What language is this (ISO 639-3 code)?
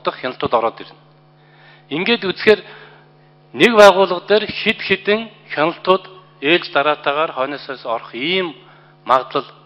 mon